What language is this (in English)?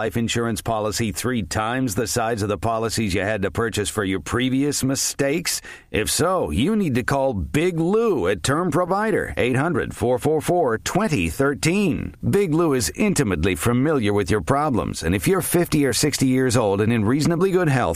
English